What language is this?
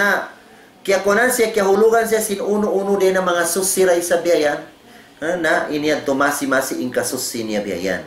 Tausug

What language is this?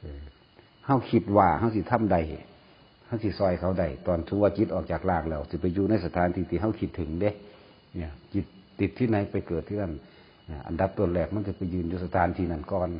Northeastern Thai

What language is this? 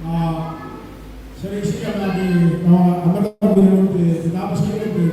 Gilbertese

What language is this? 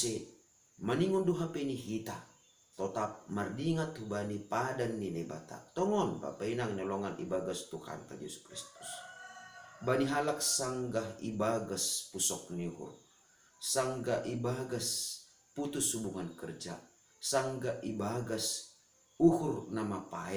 Batak Simalungun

